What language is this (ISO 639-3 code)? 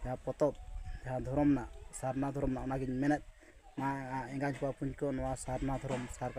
sat